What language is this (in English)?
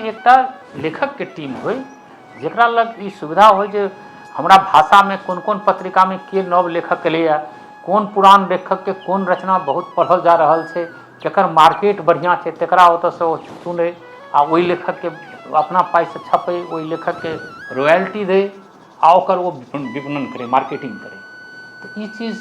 Maithili